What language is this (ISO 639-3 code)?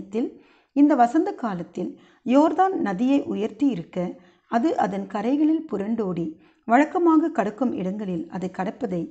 tam